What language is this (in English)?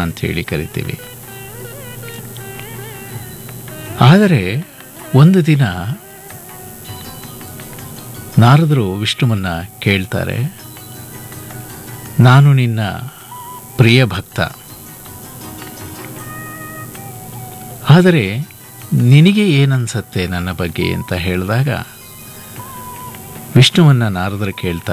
Kannada